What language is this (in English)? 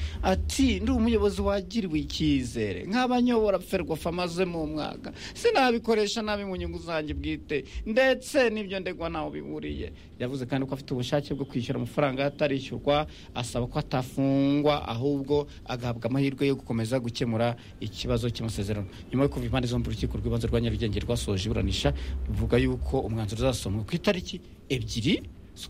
Kinyarwanda